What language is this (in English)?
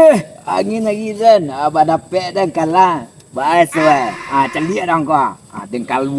Minangkabau